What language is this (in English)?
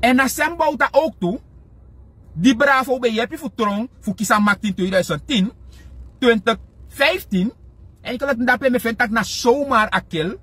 Sranan Tongo